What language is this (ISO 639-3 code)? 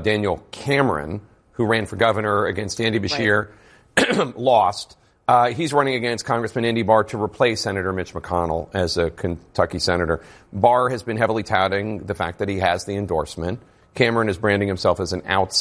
eng